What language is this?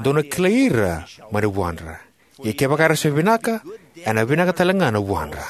Fijian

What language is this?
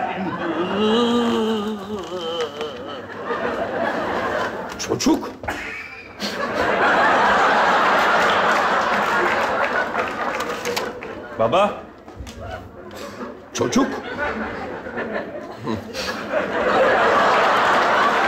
Turkish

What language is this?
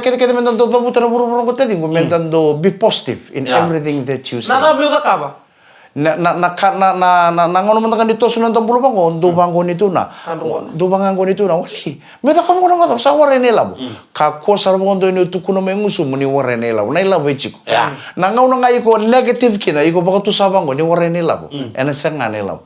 Fijian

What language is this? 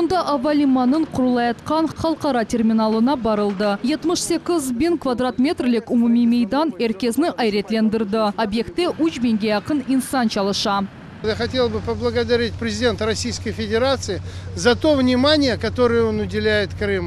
Crimean Tatar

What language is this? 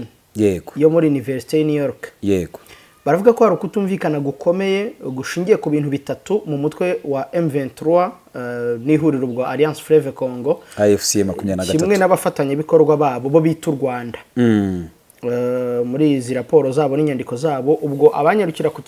Kinyarwanda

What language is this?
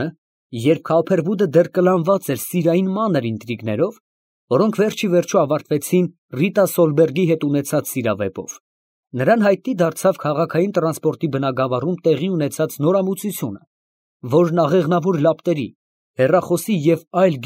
Armenian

